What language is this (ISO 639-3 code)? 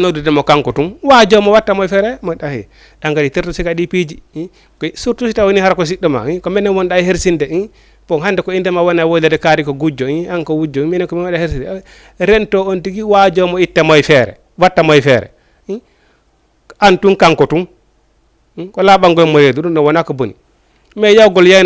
ful